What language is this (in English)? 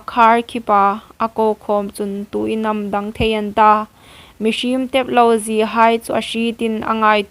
Hmar